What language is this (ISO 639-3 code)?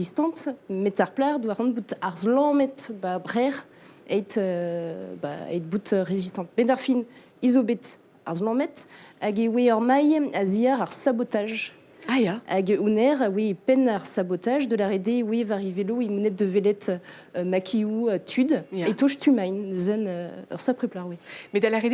bre